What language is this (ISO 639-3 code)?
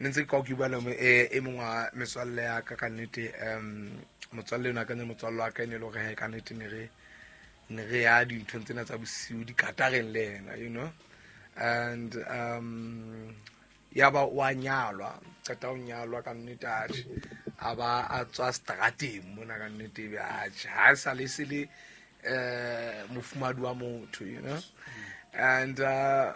sot